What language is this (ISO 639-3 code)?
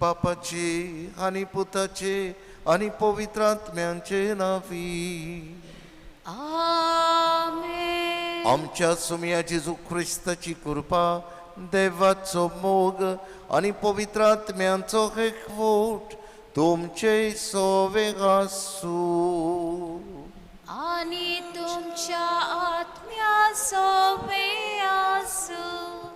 kok